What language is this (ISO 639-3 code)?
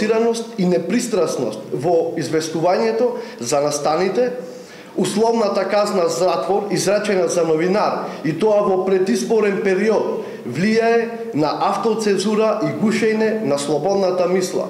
mkd